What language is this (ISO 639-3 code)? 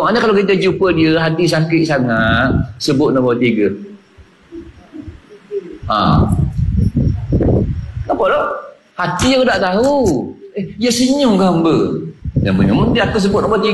msa